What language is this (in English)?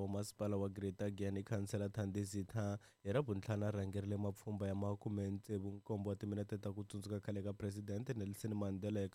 Tsonga